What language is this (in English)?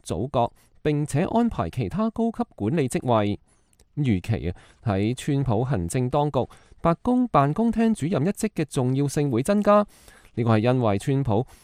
Cantonese